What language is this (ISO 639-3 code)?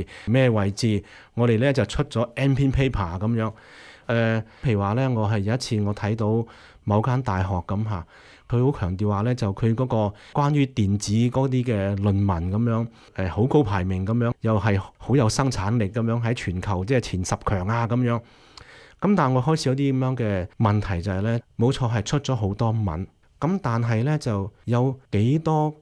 yue